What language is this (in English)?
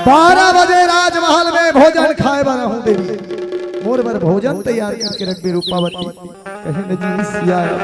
Chhattisgarhi